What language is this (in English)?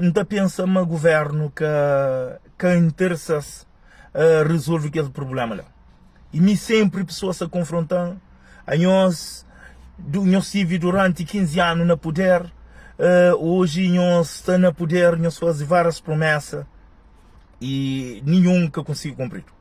Kabuverdianu